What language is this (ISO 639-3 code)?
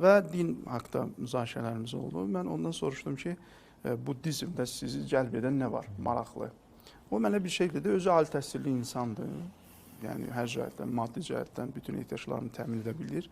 aze